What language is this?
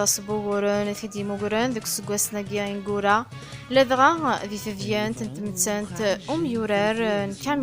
Kabyle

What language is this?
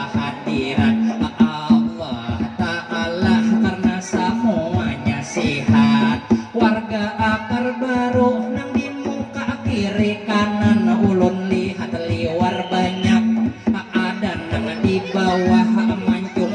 Banjar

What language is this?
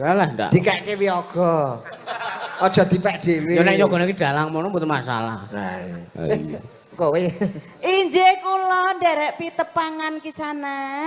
Javanese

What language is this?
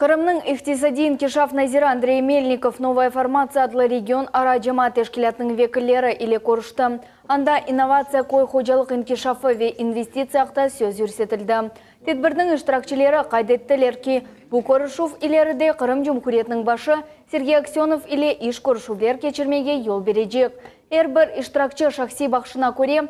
Crimean Tatar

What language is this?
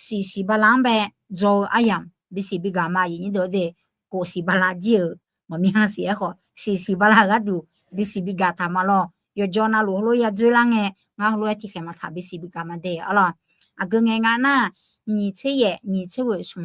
Akha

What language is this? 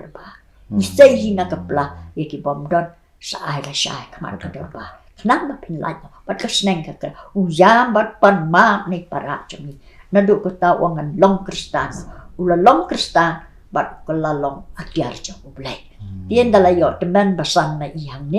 Khasi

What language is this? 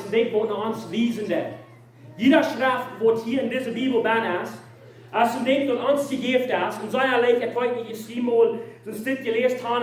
Plautdietsch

